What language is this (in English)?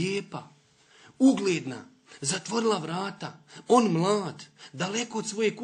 Bosnian